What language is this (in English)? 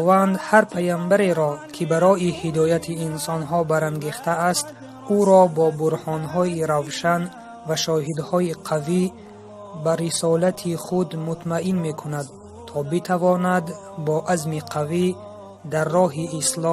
Tajik